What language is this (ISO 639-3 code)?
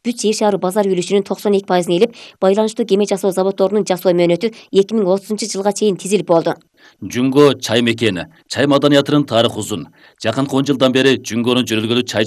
kir